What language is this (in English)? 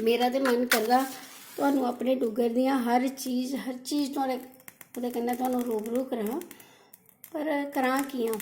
Dogri